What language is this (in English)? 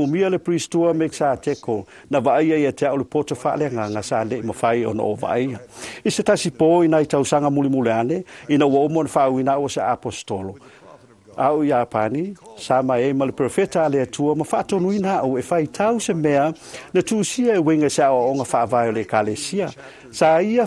Samoan